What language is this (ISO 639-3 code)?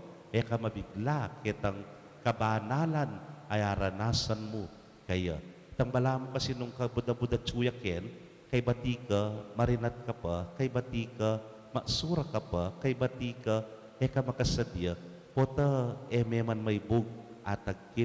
pam